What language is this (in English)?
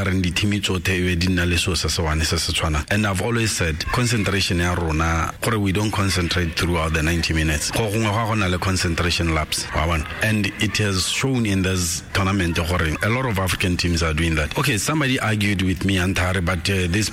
Tswana